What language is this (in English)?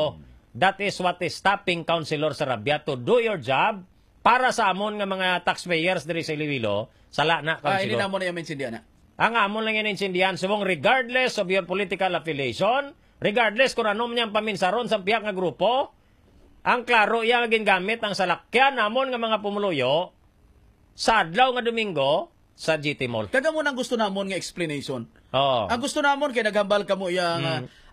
Hiligaynon